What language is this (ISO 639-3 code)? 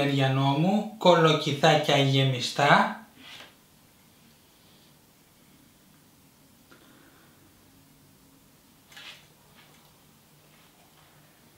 ell